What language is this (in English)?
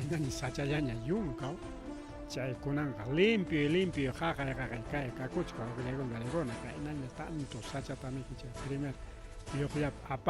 Ayacucho Quechua